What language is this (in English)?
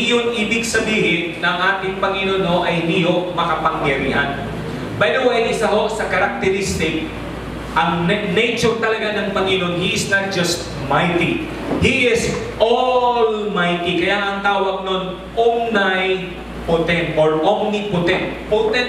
Filipino